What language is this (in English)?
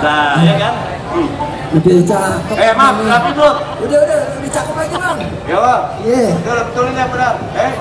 Betawi